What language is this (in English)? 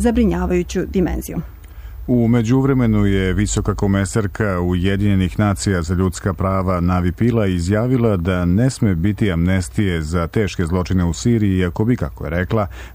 Serbian